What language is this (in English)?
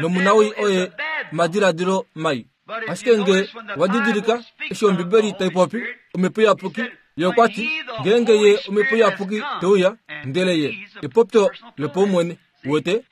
Kuanyama